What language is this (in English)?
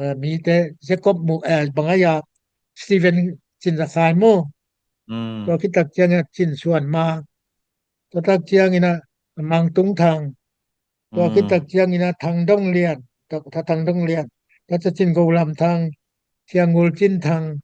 Tedim Chin